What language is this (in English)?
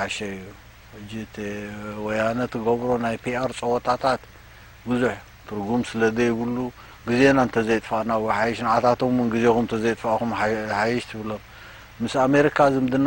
Tigrinya